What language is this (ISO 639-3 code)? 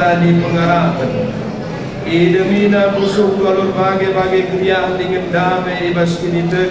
btx